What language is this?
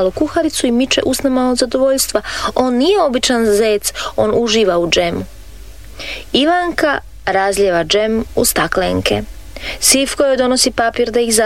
Croatian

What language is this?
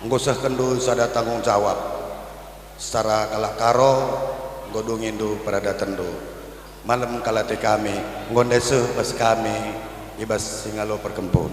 Batak Karo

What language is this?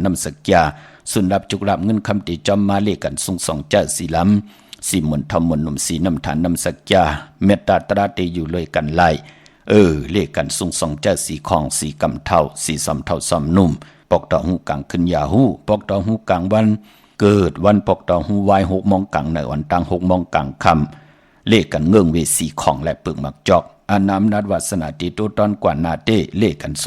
Shan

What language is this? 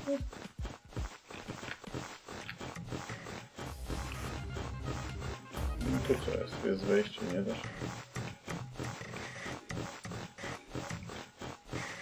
Polish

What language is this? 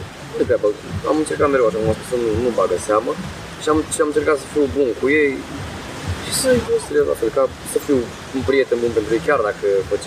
Romanian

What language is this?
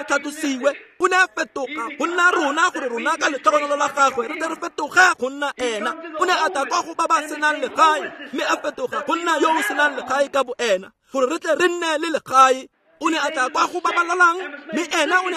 Tswana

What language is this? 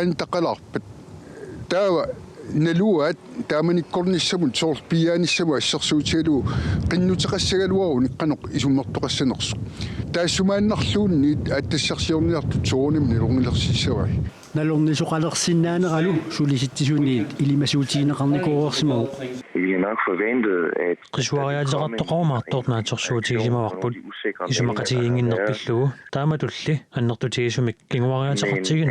Kalaallisut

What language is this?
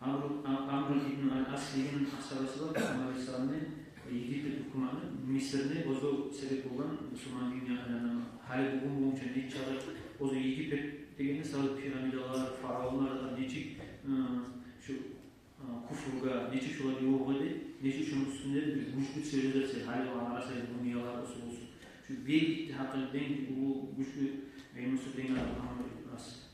Kumyk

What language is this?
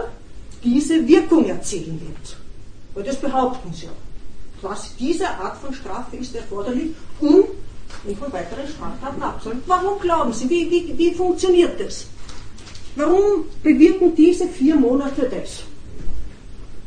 German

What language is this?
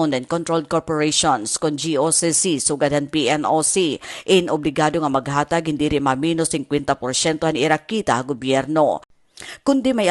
Waray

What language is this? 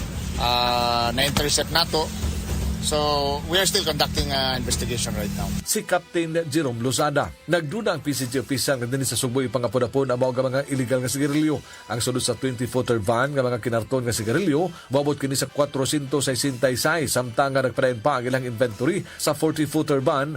Cebuano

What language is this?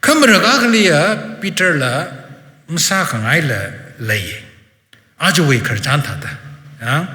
Tangkhul Naga (India)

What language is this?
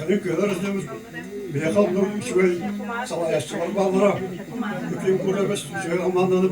Yakut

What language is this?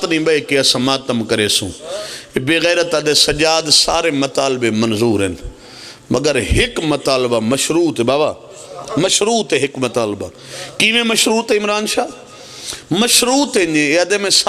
Pahari-Potwari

